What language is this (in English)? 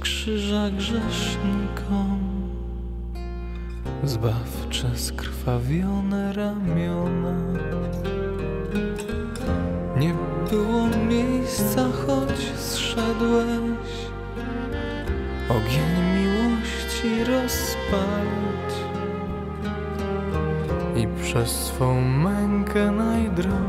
Polish